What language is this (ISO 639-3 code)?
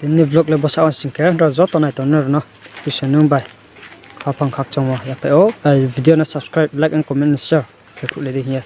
ria